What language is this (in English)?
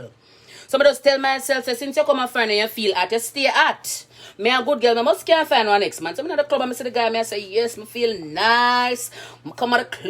Jamaican Creole English